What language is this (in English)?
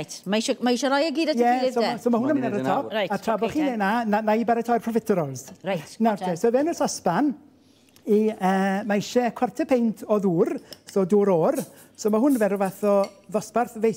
Welsh